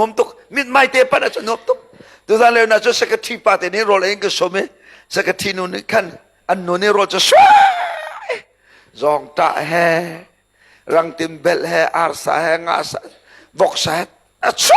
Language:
Hakha Chin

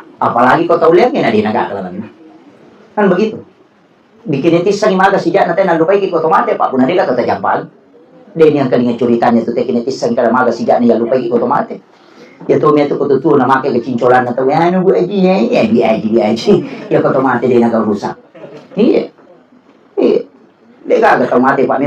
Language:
Buginese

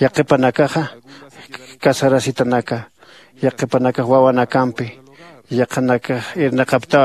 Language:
Aymara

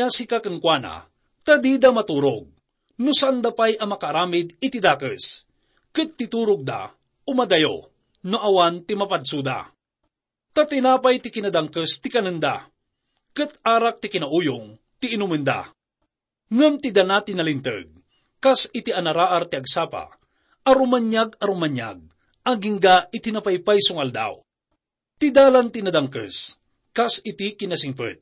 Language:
Iloko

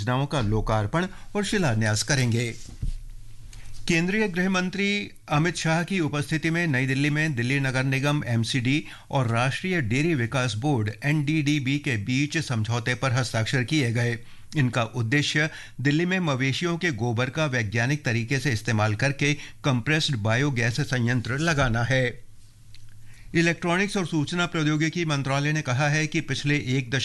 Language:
Hindi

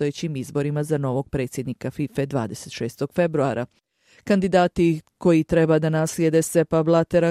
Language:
Bosnian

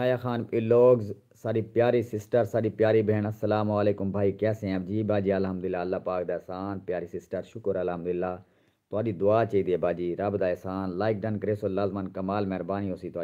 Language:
Saraiki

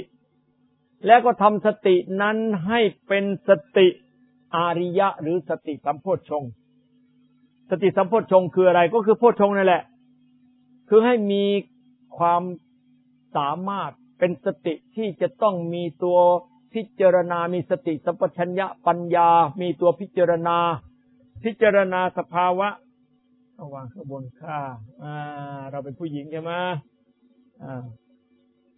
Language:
Thai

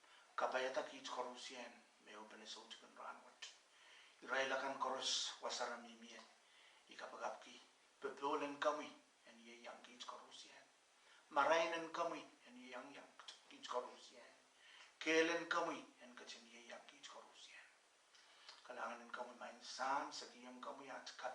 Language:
Pohnpeian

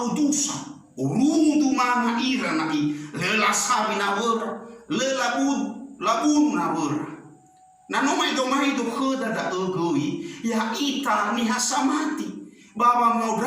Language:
Nias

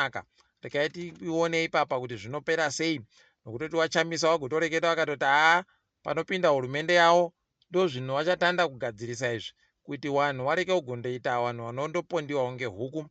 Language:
Ndau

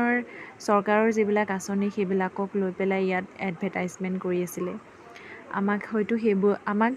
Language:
Assamese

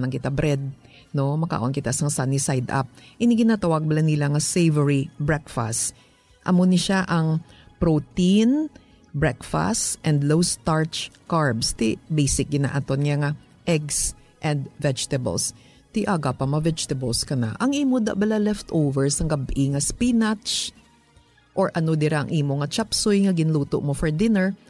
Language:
Hiligaynon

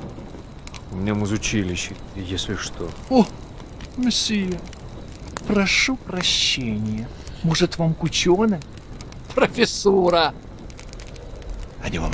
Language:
Russian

